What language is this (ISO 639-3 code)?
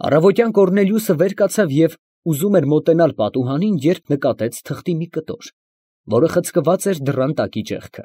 hye